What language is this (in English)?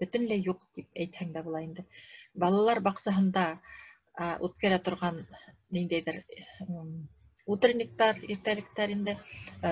Bashkir